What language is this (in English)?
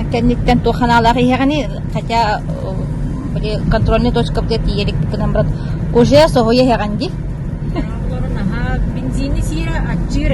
Yakut